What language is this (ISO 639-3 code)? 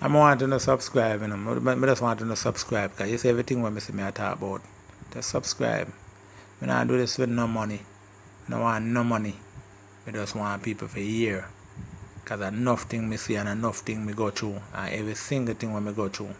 jam